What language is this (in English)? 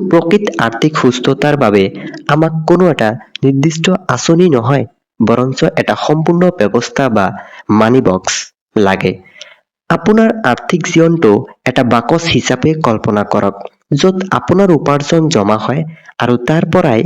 Assamese